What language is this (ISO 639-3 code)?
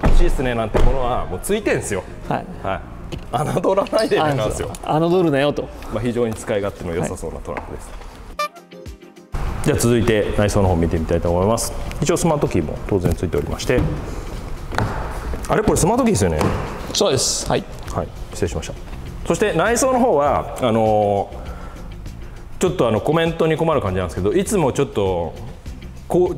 jpn